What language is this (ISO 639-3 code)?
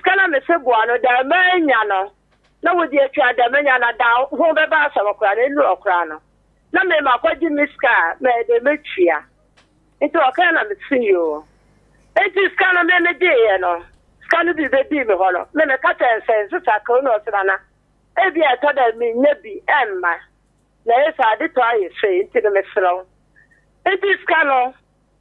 aka